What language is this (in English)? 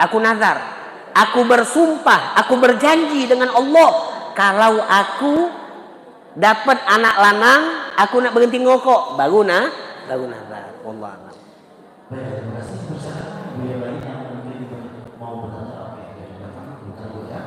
Musi